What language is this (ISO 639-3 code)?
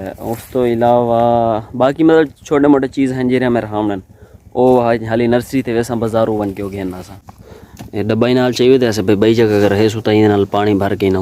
skr